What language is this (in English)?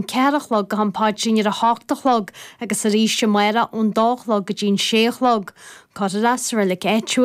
Irish